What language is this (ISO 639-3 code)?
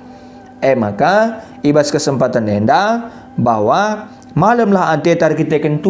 btx